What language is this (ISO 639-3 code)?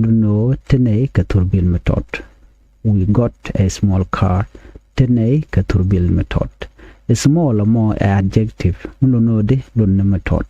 nus